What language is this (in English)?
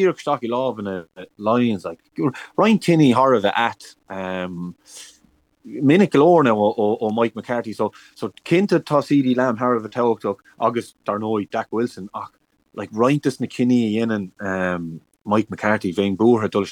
Irish